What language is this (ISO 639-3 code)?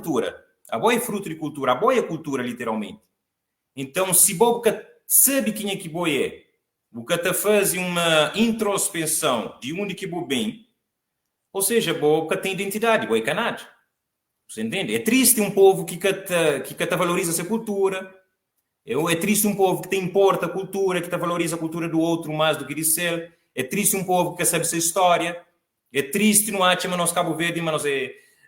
kea